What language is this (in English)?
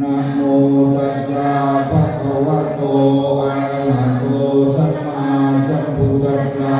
Pali